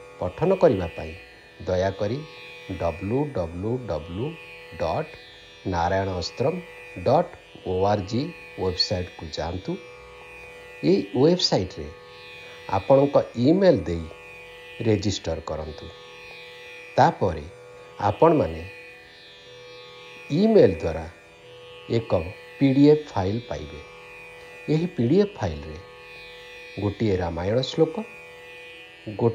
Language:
Odia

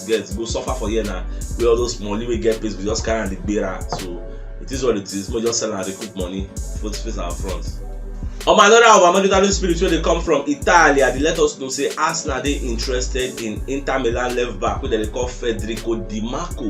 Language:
Nigerian Pidgin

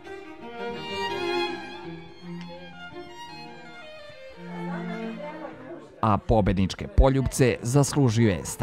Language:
Serbian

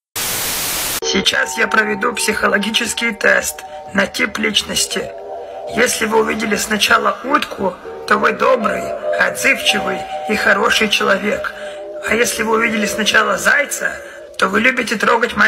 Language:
Russian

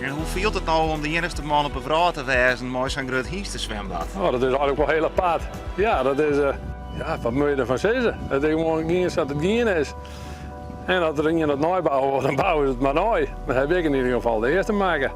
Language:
Western Frisian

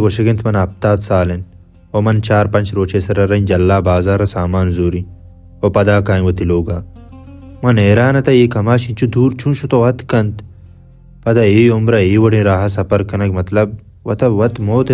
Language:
Baluchi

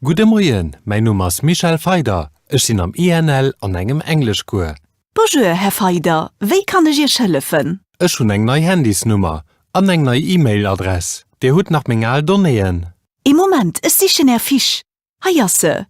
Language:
Luxembourgish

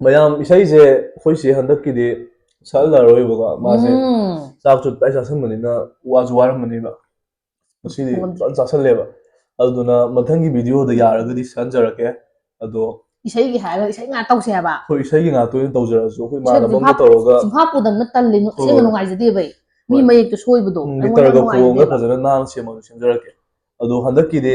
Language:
Manipuri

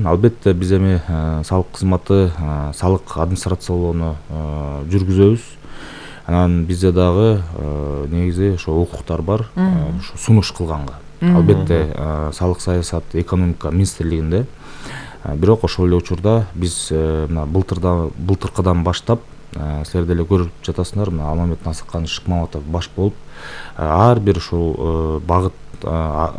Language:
Kyrgyz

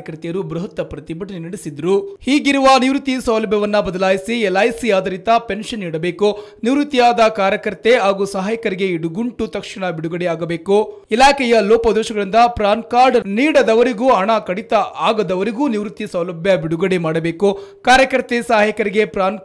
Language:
Kannada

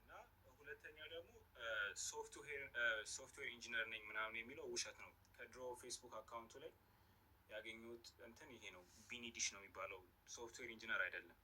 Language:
Amharic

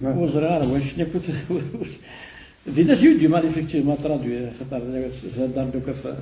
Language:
Kabyle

